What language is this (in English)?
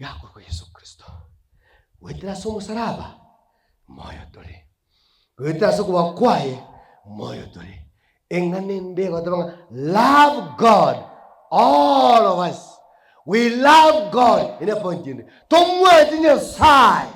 Gusii